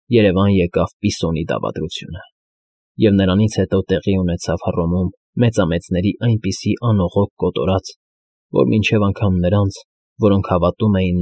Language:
Armenian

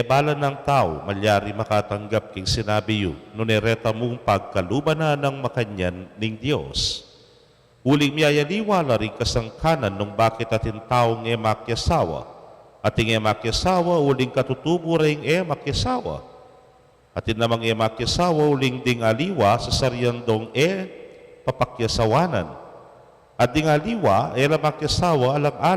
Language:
Pampanga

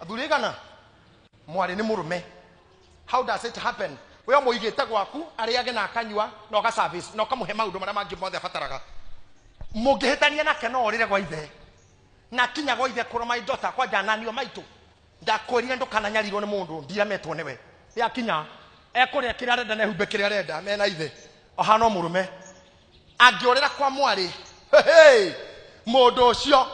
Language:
Kikuyu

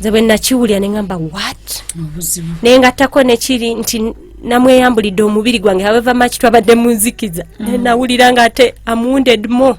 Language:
Ganda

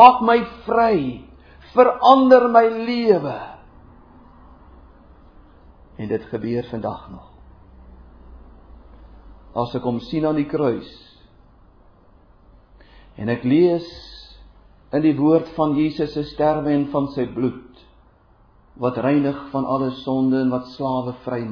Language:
Afrikaans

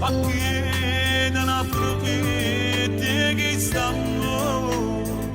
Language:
Neapolitan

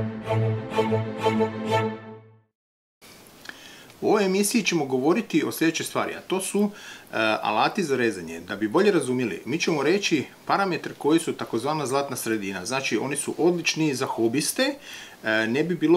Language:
Croatian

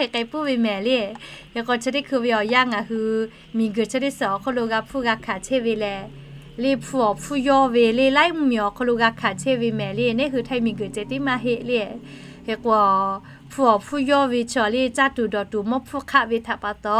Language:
Lahu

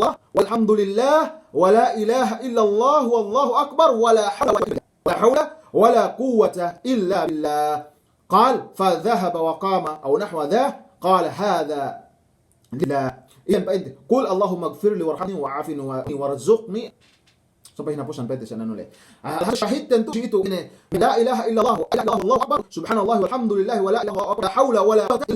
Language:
Yakan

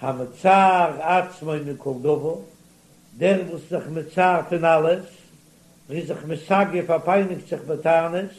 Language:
Yiddish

